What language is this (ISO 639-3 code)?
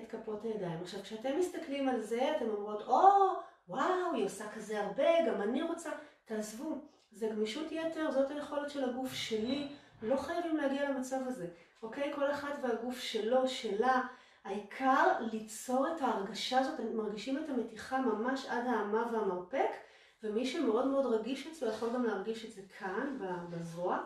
heb